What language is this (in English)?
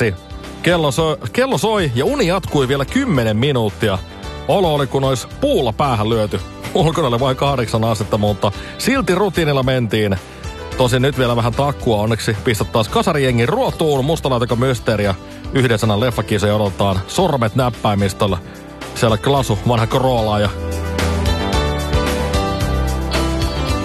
Finnish